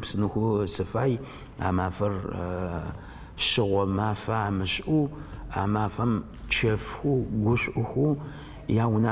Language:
Adyghe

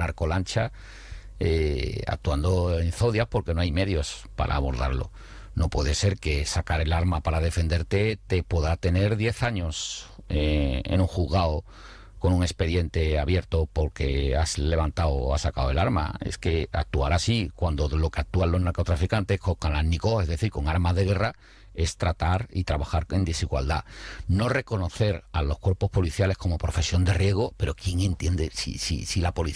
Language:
Spanish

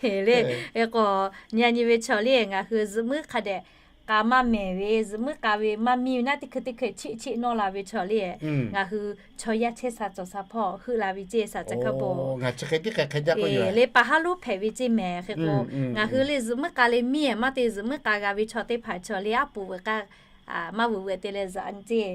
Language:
Lahu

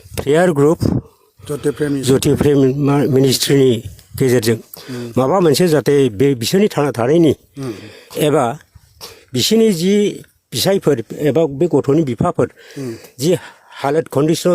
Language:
Bodo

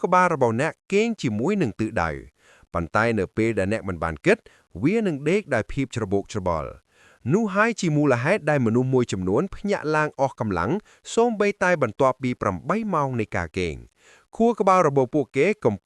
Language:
Khmer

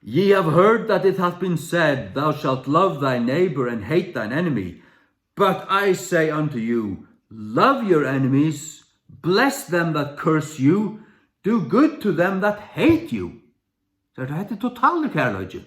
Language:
Faroese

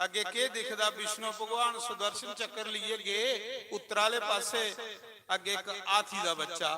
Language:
Dogri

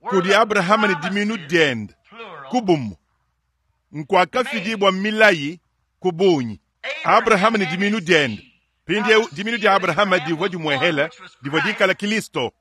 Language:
Luba-Lulua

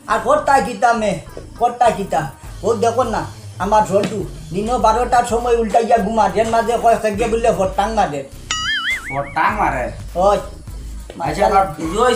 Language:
Sylheti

